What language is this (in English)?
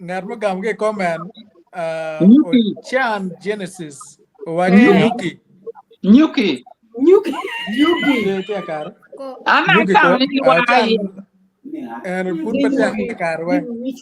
Acoli